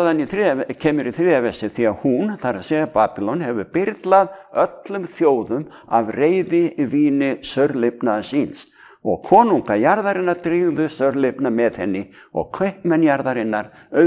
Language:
Icelandic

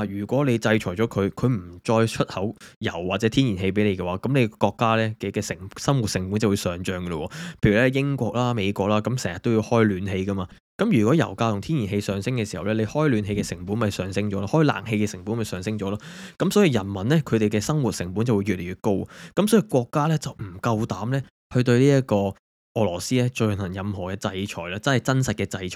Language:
Cantonese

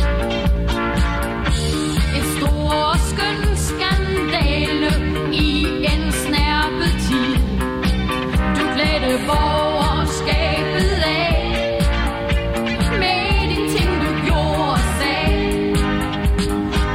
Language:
Danish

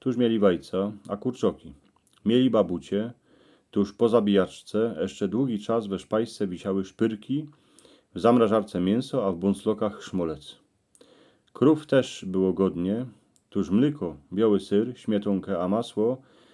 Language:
Silesian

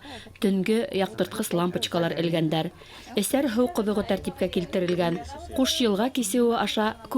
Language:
Bashkir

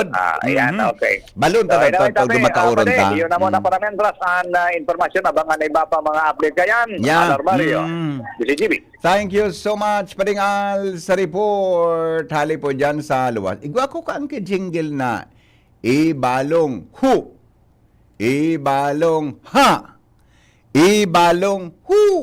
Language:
Bikol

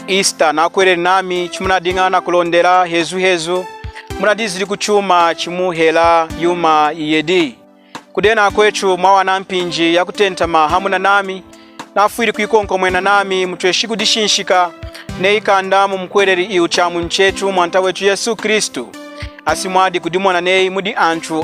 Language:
Lunda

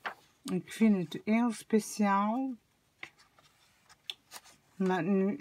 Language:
Dutch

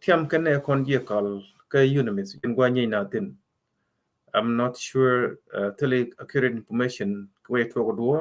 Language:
Nuer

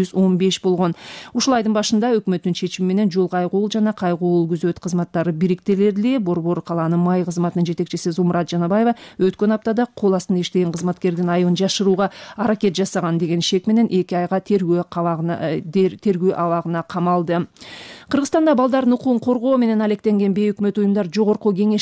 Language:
Kyrgyz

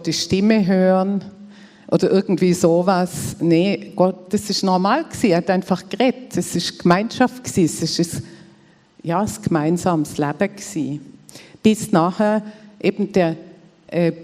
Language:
Swiss German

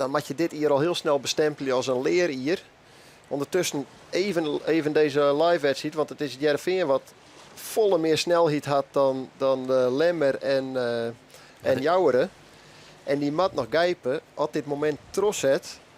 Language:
Western Frisian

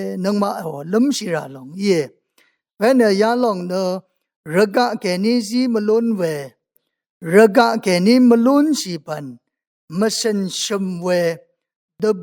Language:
Rawang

